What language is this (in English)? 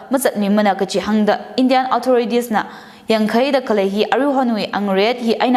Tangkhul Naga (India)